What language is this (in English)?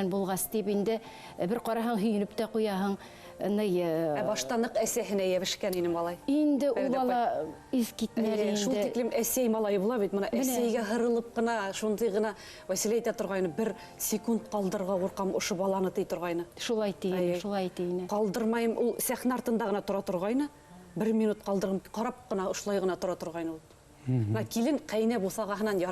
Bashkir